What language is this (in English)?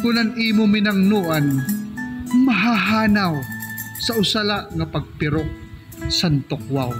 Waray